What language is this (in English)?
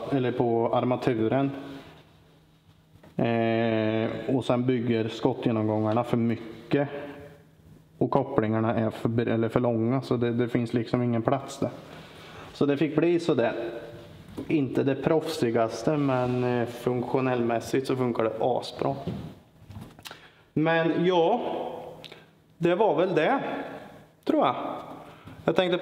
Swedish